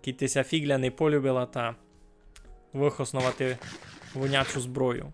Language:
Rusyn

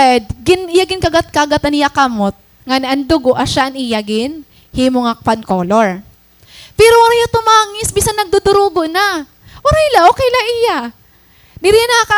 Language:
Waray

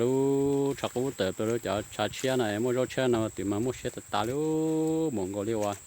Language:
Hmong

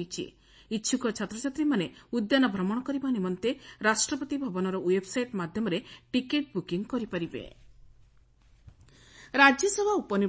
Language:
Odia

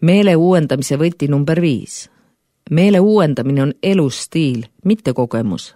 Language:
Estonian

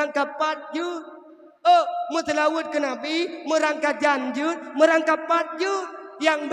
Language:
Achinese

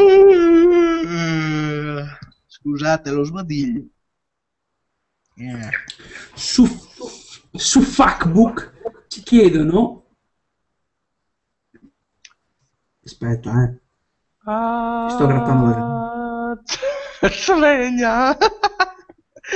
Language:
Italian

